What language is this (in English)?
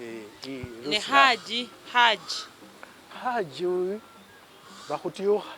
Masaaba